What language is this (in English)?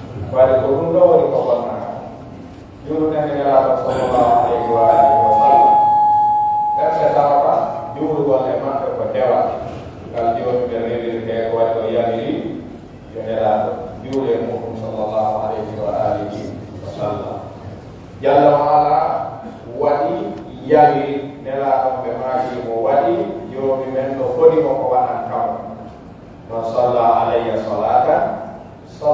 Pular